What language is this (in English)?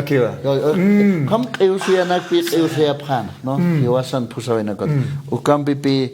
Aymara